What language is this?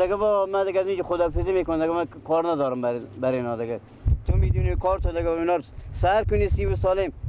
Persian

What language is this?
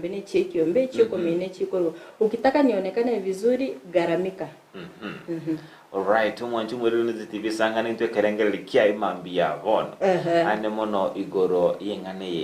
Gusii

